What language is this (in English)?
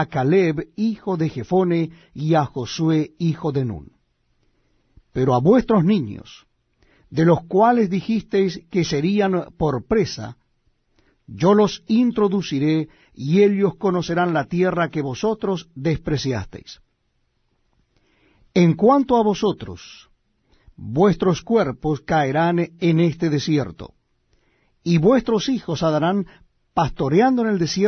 Spanish